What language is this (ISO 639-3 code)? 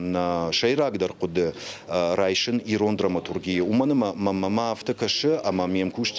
oss